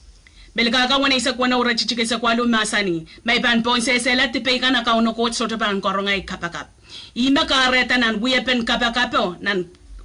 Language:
Pohnpeian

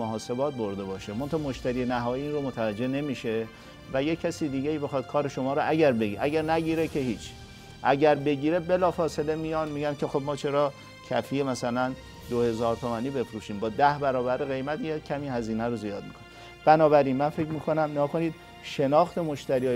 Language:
Persian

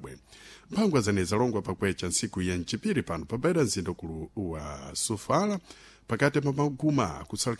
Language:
Sena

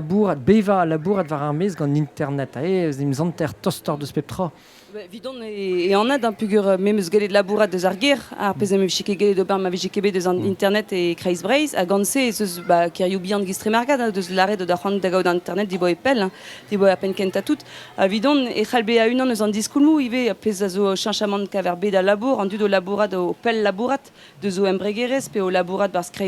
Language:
Breton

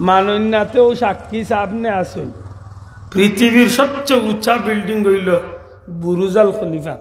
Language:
Sylheti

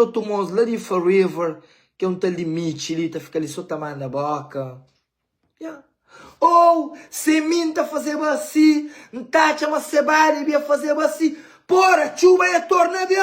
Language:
Kabuverdianu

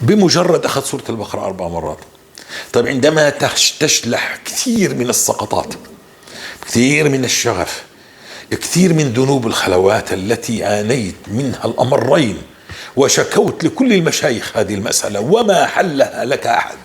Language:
North Levantine Arabic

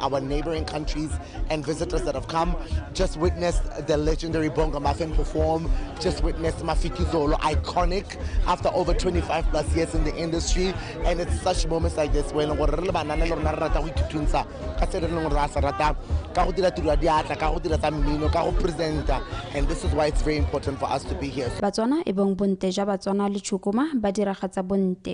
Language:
Tswana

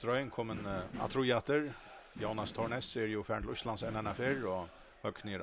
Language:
Faroese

